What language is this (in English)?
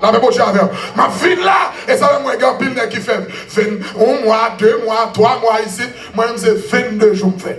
Haitian Creole